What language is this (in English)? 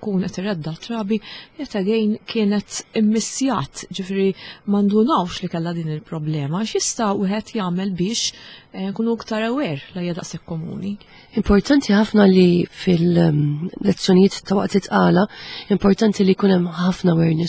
Maltese